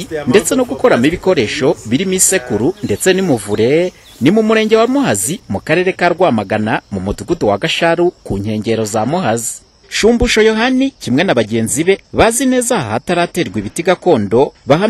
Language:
Kinyarwanda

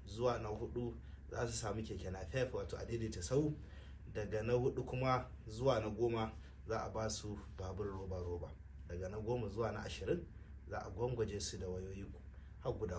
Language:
Hausa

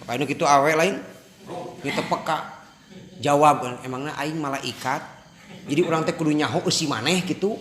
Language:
Sundanese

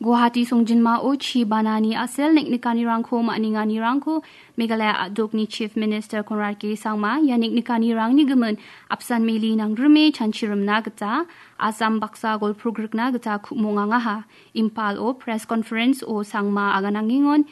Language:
Garo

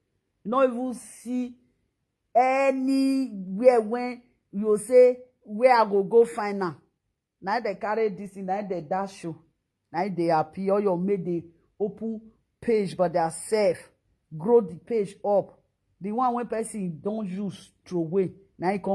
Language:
Nigerian Pidgin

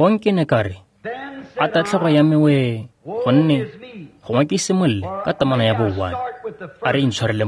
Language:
Tswana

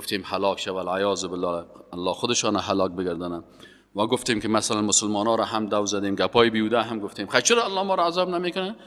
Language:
Persian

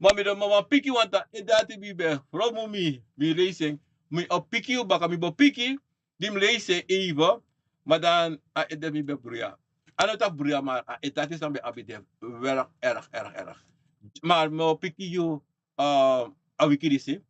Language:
Sranan Tongo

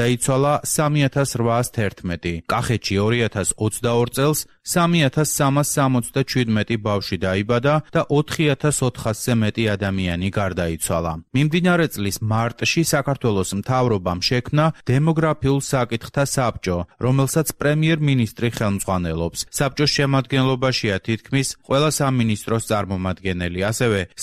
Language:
Georgian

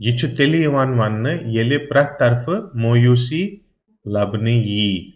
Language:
Kashmiri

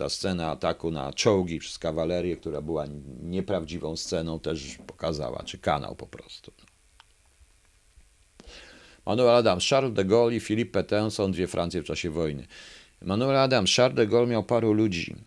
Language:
Polish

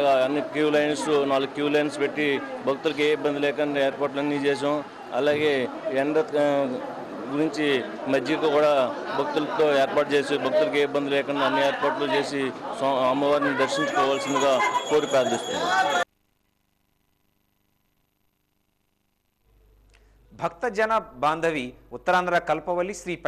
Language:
Telugu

